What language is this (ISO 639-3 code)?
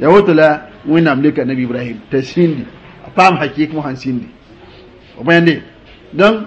mos